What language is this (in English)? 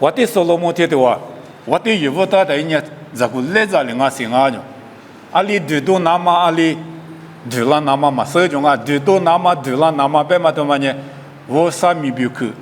Lisu